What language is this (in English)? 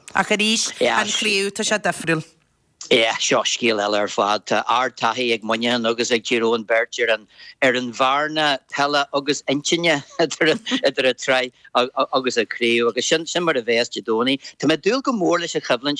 Irish